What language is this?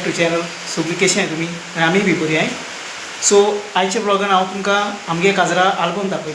Konkani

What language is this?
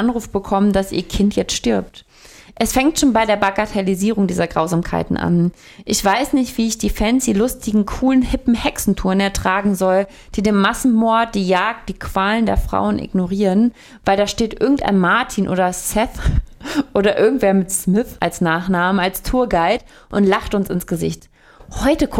German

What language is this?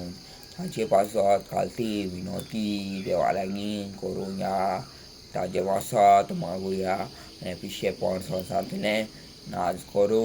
Konkani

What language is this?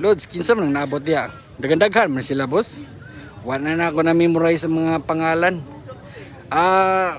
Cebuano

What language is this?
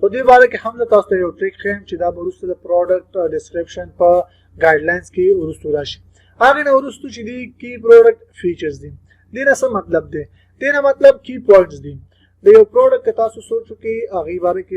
Pashto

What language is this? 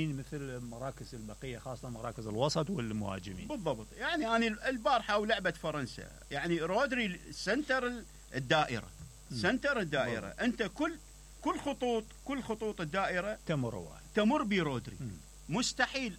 Mesopotamian Arabic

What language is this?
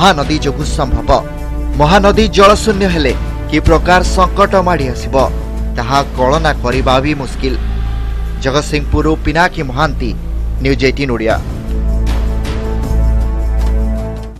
Odia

